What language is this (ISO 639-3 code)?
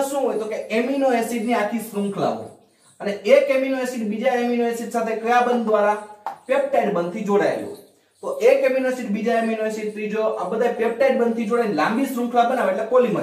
guj